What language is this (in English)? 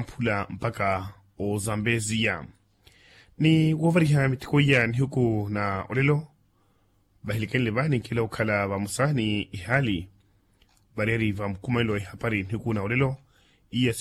Makhuwa